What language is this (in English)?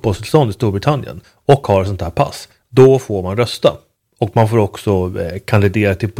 Swedish